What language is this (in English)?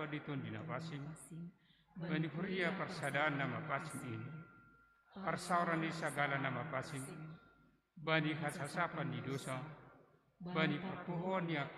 Batak Simalungun